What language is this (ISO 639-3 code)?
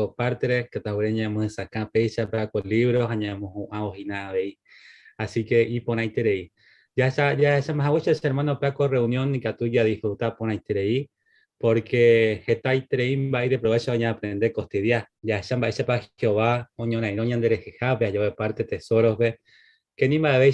grn